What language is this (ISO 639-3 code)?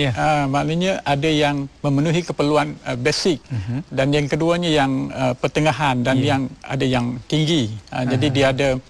msa